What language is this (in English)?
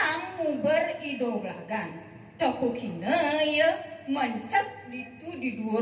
Balinese